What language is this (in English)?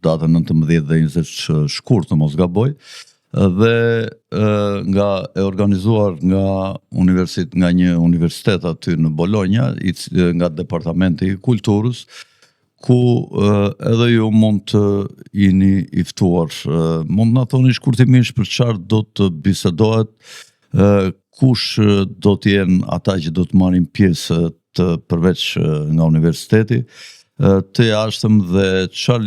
Albanian